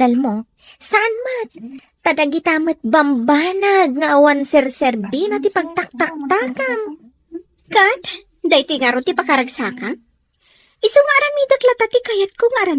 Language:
Iloko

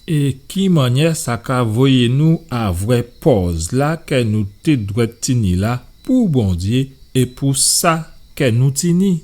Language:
Guadeloupean Creole French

